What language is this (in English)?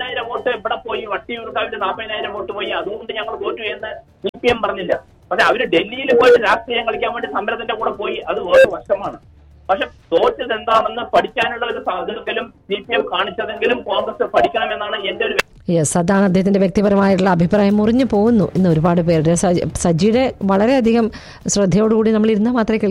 Malayalam